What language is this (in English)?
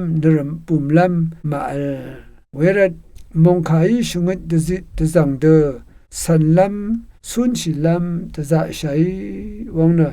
Rawang